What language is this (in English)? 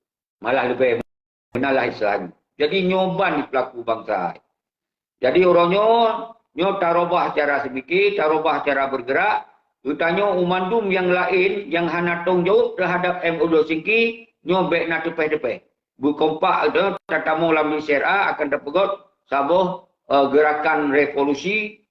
Achinese